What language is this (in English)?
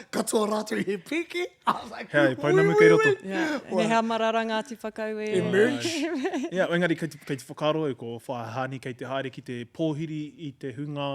Māori